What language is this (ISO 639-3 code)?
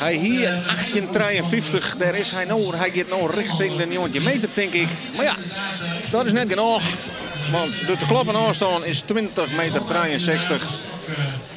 fry